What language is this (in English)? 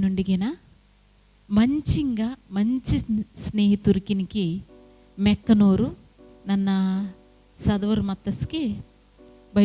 Koya